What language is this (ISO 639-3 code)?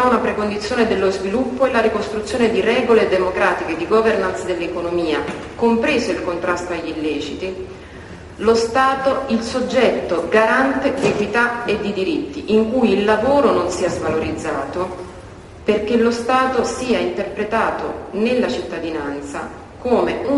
ita